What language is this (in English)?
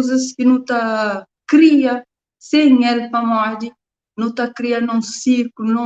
Kabuverdianu